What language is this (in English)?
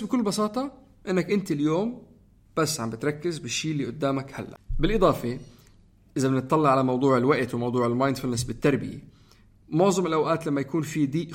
North Levantine Arabic